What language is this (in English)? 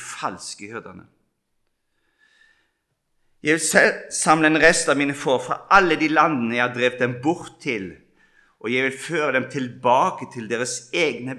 Norwegian